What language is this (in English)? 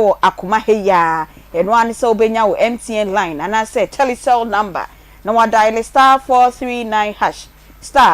Akan